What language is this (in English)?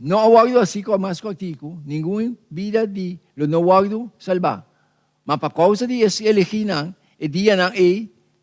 Papiamento